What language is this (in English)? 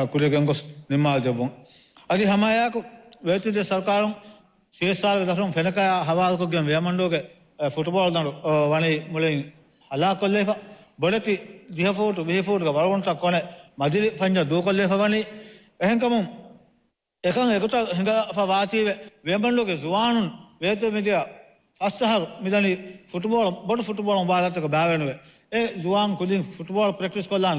Divehi